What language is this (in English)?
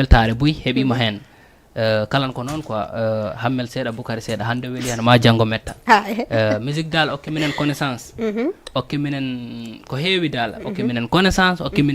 Fula